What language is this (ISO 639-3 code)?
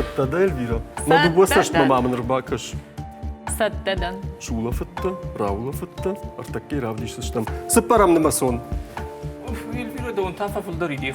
oss